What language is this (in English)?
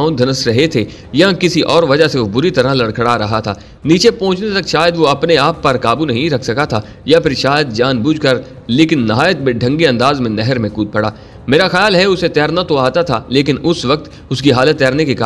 Urdu